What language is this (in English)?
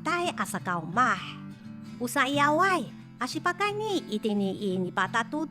Amis